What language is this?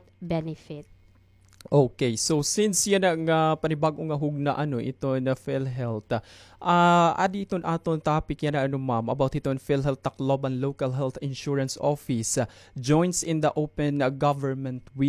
Waray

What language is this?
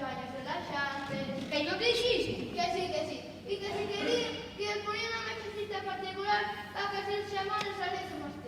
Asturian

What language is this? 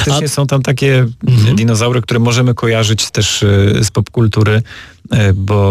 Polish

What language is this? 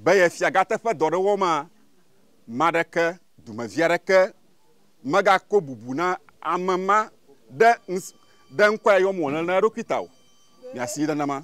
Ewe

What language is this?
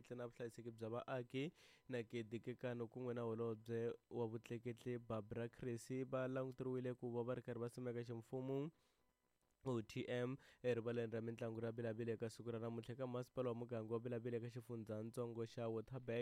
Tsonga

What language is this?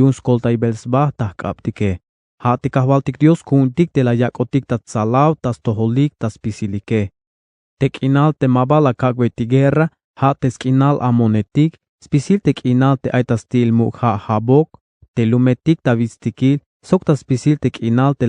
Tzeltal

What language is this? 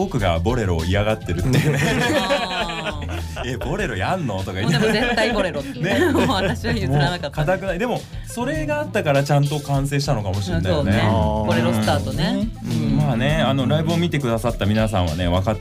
Japanese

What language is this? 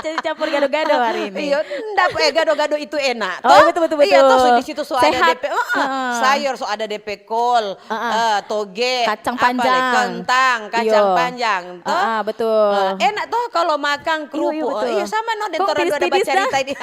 Manado Malay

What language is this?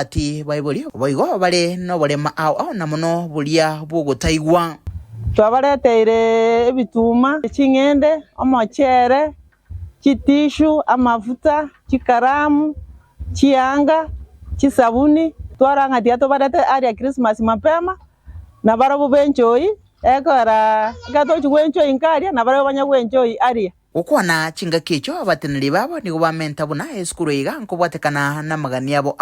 Gusii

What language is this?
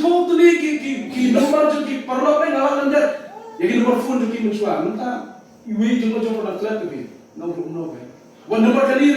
Khasi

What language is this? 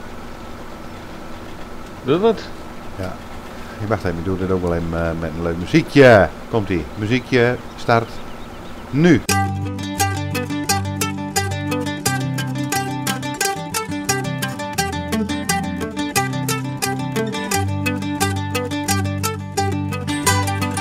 Dutch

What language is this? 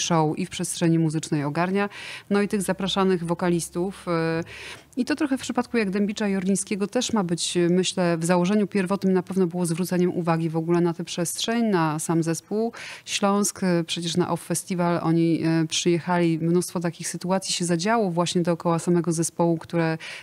Polish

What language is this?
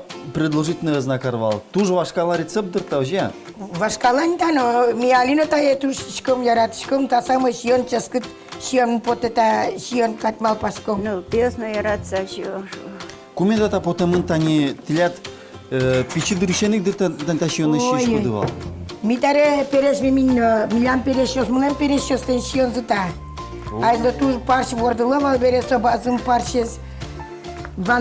Udmurt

